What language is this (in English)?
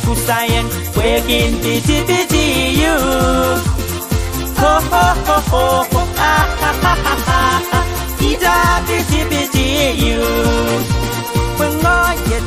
Pohnpeian